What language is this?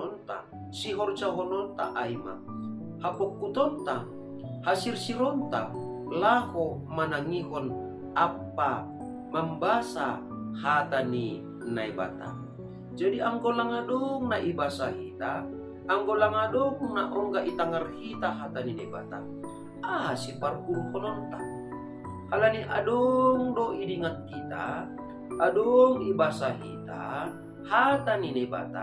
Batak Simalungun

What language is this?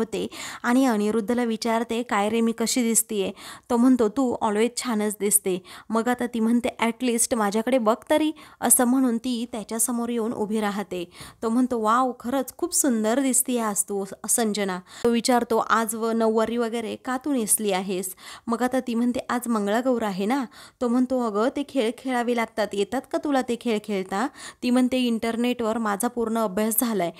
Marathi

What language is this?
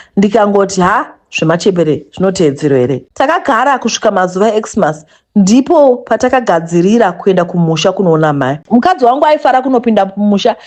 Shona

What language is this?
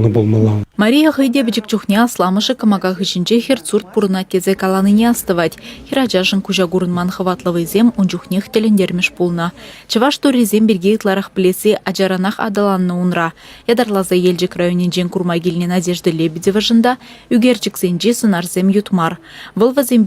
Chuvash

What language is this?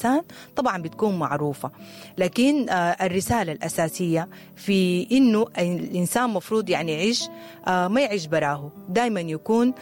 Sudanese Arabic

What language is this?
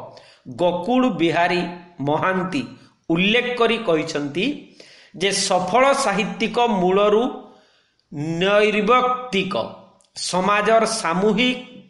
Odia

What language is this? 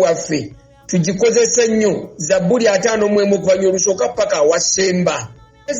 Ganda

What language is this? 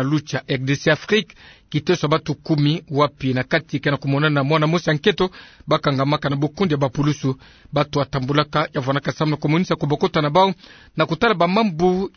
Kituba (Democratic Republic of Congo)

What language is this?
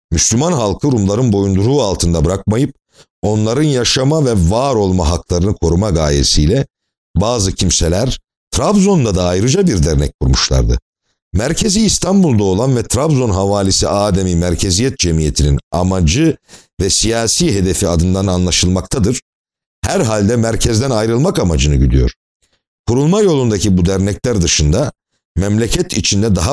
Turkish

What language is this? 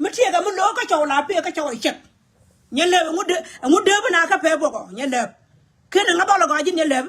Nuer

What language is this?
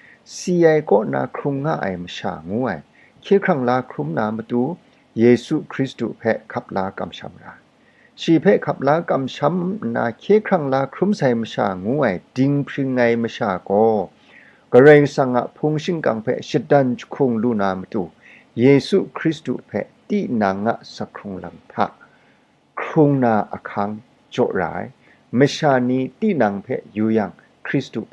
Kachin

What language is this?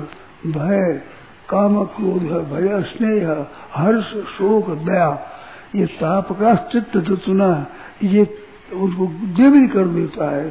Hindi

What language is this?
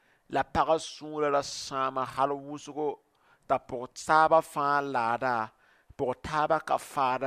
Mossi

